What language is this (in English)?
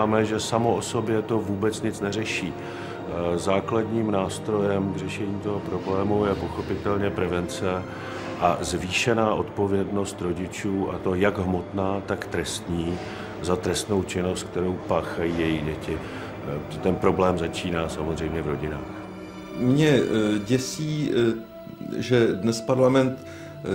Czech